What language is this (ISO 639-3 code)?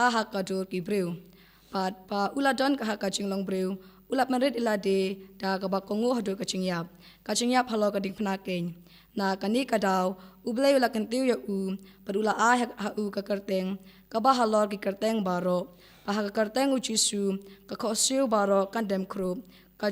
kha